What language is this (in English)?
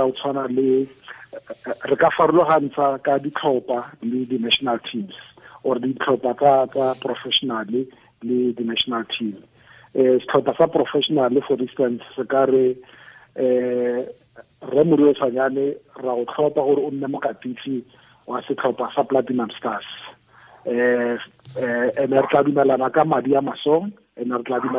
Tswana